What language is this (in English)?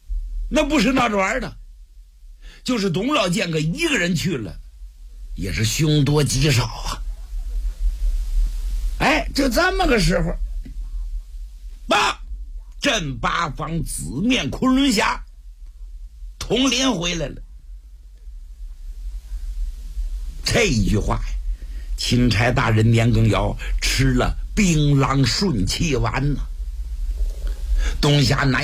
Chinese